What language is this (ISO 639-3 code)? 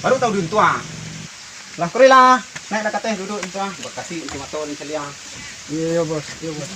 min